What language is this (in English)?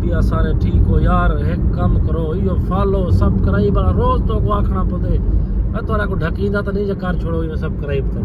Saraiki